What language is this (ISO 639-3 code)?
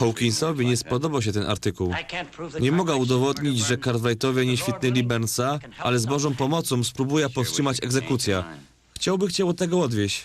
szl